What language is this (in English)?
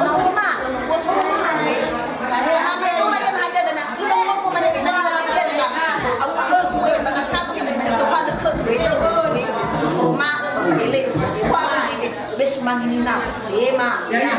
Nias